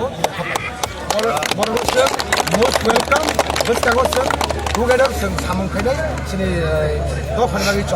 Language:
Kok Borok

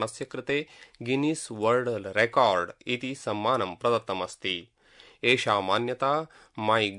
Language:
Sanskrit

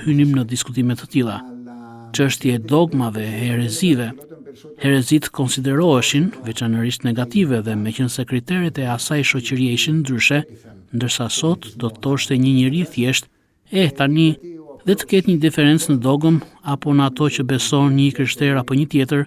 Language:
Albanian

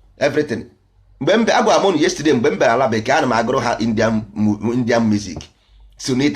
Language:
Igbo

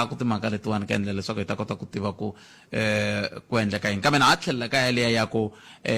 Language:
Tsonga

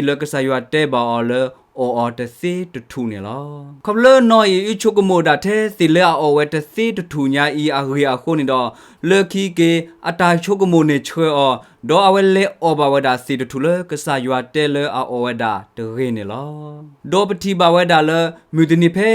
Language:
S'gaw Karen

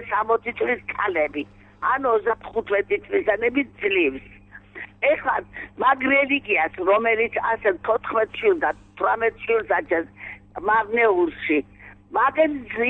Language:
Georgian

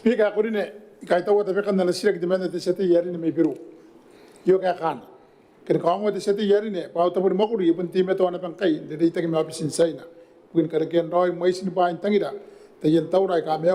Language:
Gilbertese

